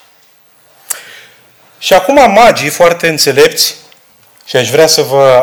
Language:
Romanian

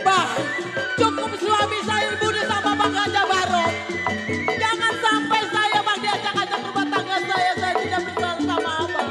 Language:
Betawi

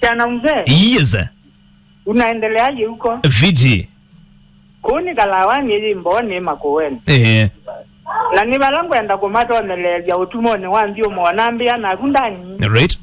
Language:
Kamba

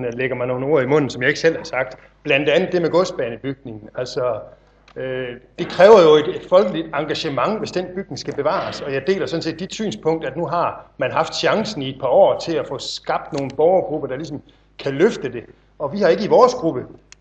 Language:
Danish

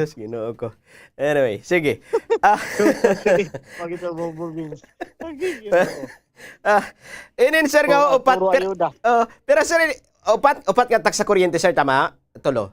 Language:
Waray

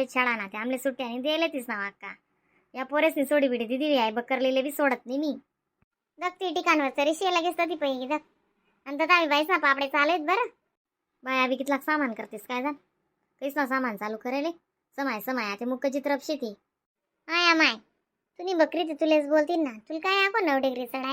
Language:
Khandesi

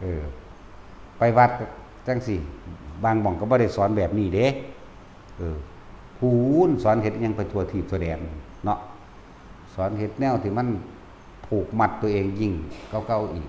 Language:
Northeastern Thai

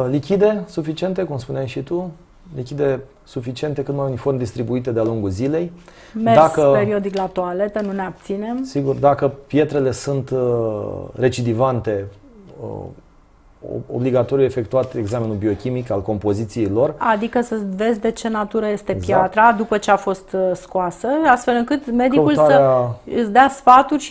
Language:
Romanian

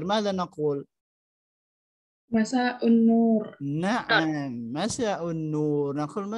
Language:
Arabic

